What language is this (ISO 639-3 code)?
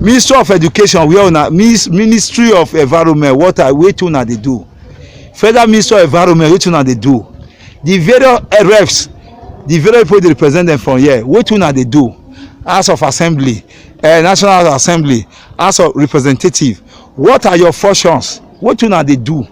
pcm